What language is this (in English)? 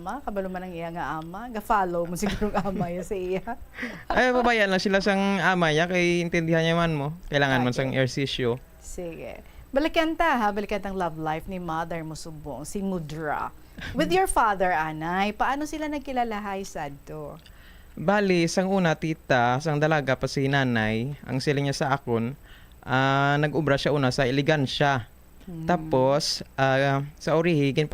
Hiligaynon